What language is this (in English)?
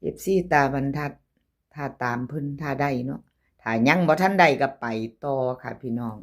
Lao